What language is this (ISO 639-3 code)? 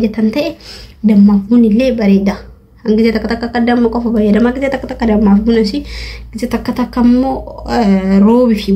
orm